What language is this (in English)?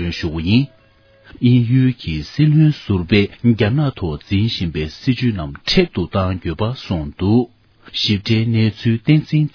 Tibetan